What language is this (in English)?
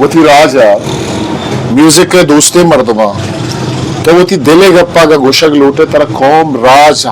Eastern Balochi